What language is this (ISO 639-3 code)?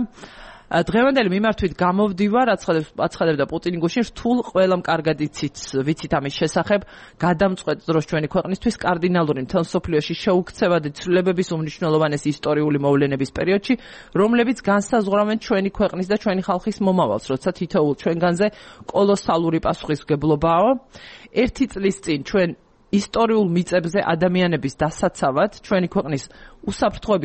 kat